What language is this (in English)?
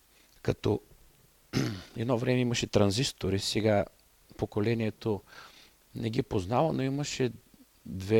Bulgarian